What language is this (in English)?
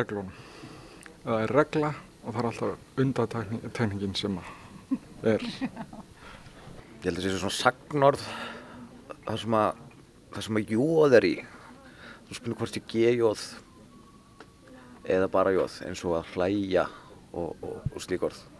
Icelandic